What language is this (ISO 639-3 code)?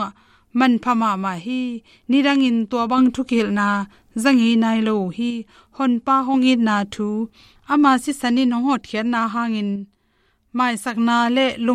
ctd